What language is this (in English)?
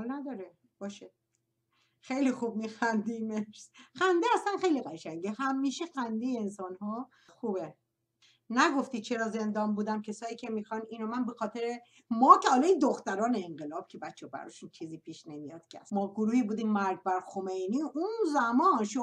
Persian